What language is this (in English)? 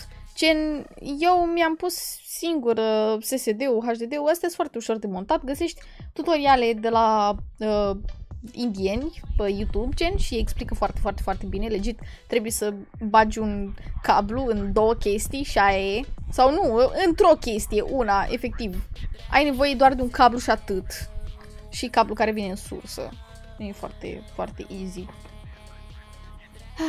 Romanian